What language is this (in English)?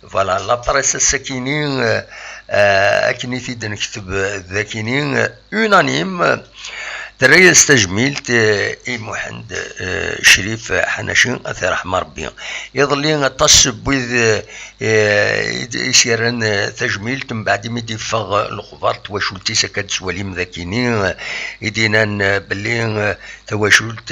Kabyle